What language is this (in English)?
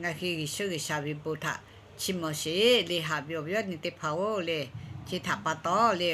Lahu